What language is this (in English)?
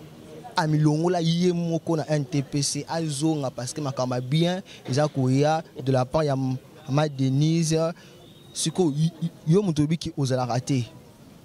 Lingala